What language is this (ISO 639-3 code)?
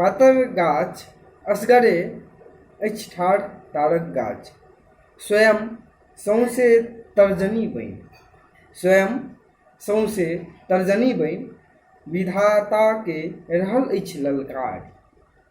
mai